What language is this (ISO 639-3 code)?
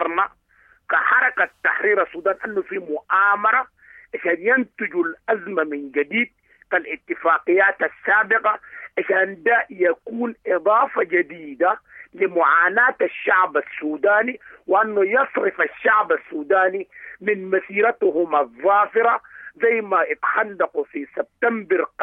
apd